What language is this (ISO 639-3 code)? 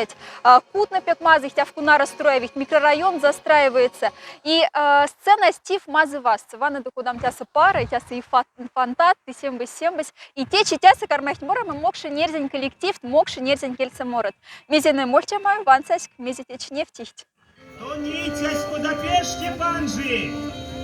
mdf